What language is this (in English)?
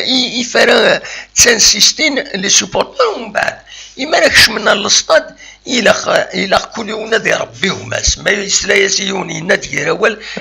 Kabyle